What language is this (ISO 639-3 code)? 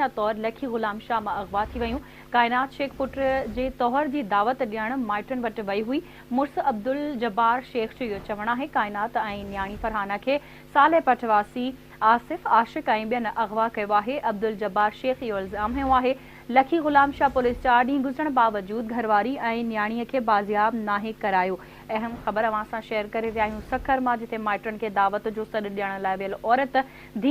snd